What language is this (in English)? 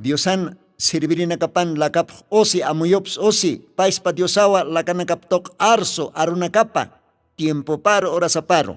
Aymara